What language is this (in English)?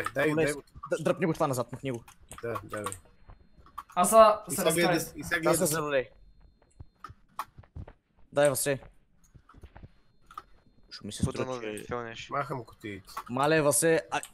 Bulgarian